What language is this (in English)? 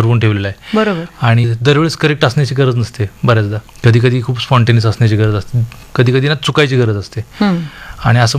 Marathi